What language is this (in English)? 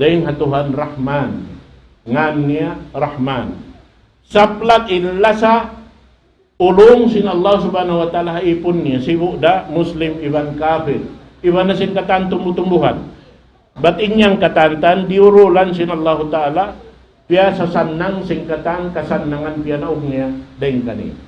Tausug